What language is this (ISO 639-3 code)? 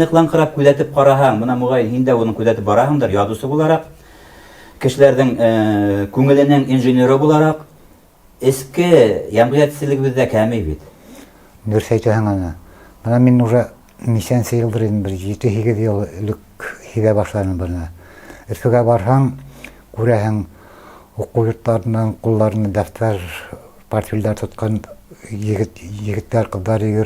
bak